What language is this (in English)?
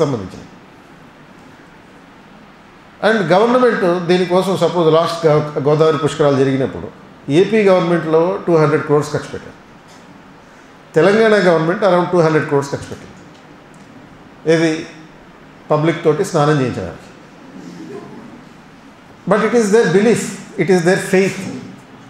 Telugu